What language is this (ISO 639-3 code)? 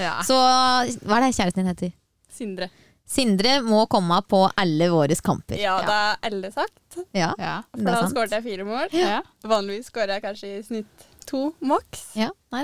nor